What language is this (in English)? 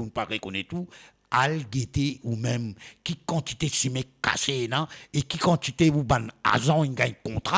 Morisyen